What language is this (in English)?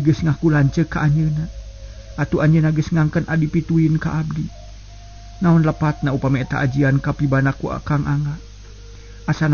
Sundanese